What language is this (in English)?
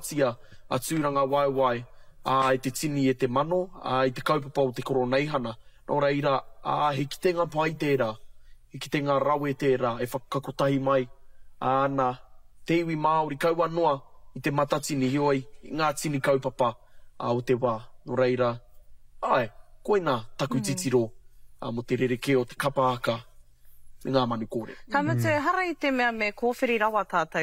Māori